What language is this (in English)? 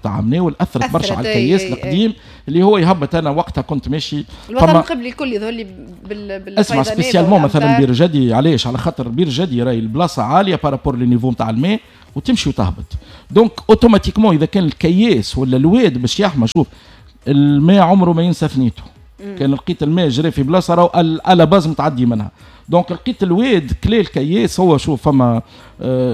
Tunisian Arabic